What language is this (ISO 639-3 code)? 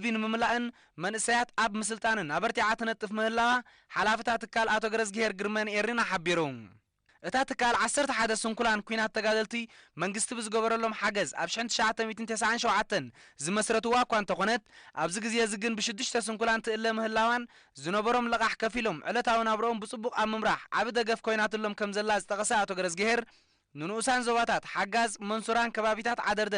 tir